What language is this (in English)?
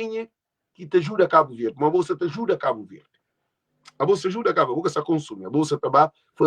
Kabuverdianu